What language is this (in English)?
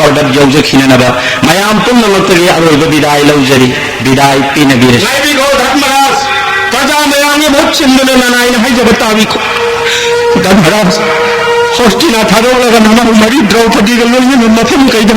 Manipuri